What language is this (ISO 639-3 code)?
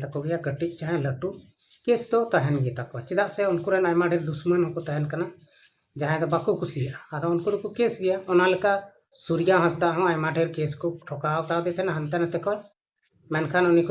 sat